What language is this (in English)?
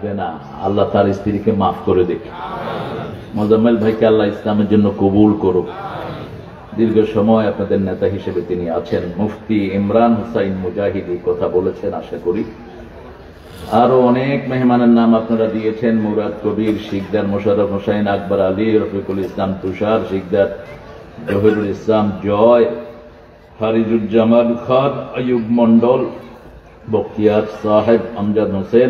Bangla